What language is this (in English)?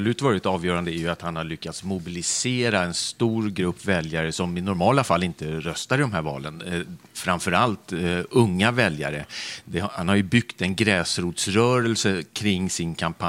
Swedish